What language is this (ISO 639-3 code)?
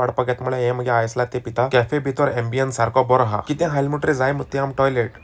kok